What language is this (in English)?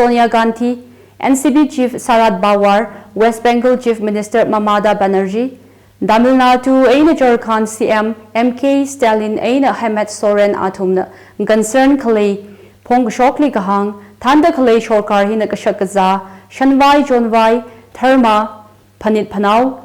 Tangkhul Naga (India)